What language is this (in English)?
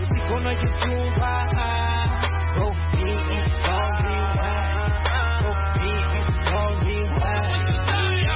Kinyarwanda